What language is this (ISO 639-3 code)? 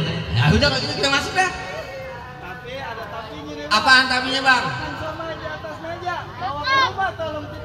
bew